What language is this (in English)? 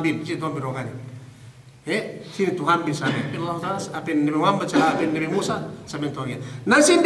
Yakan